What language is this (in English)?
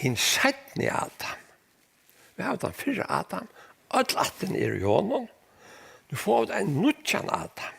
Faroese